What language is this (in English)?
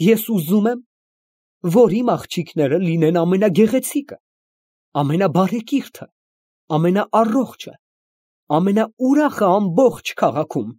Armenian